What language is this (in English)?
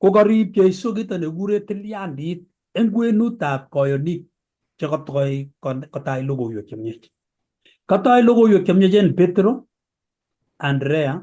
Kalenjin